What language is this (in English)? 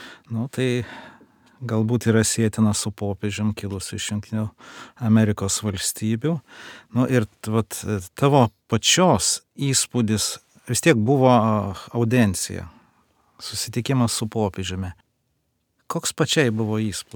Lithuanian